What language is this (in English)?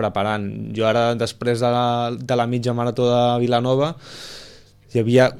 Catalan